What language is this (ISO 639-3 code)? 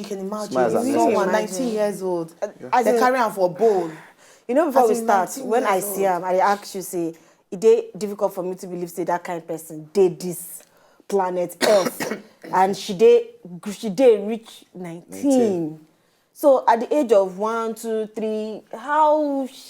pcm